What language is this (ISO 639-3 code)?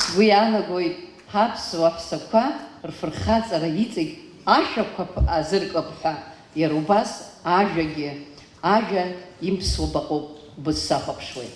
abk